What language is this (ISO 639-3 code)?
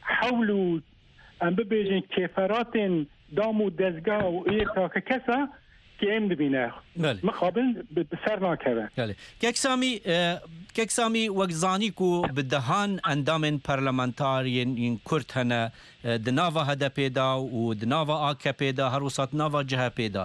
kur